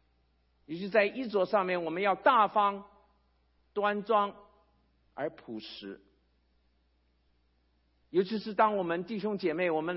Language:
Chinese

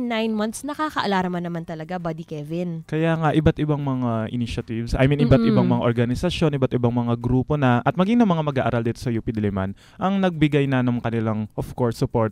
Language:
Filipino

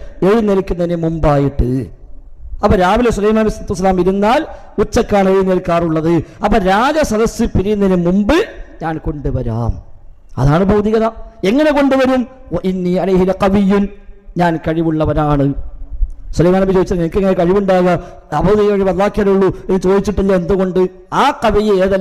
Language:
Malayalam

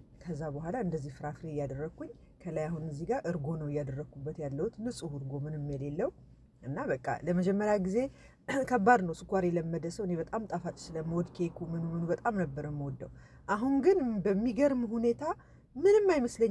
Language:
Amharic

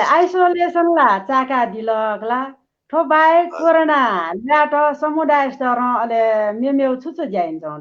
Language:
Newari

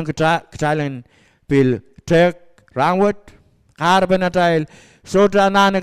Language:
Pohnpeian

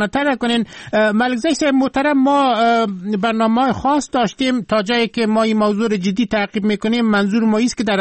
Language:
Persian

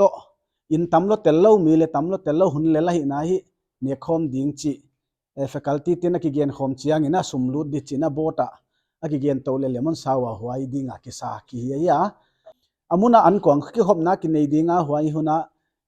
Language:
Paite Chin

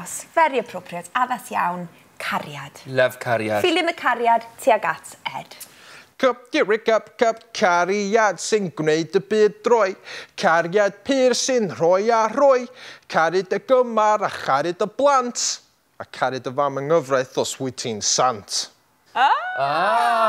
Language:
Welsh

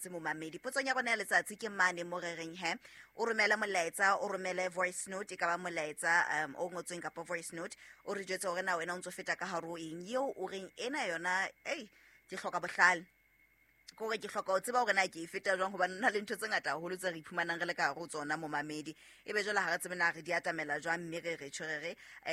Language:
Southern Sotho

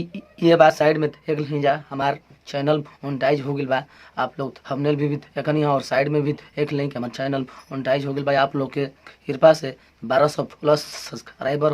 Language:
Bhojpuri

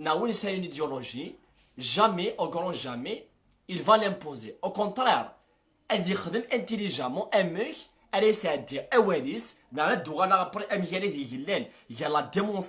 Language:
Kabyle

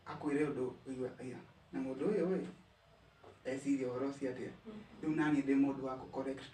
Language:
Kikuyu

